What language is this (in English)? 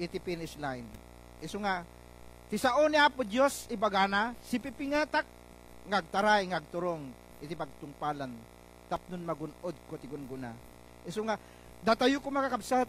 Iloko